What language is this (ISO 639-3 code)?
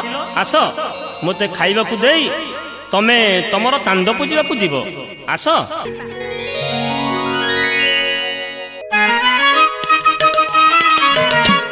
ori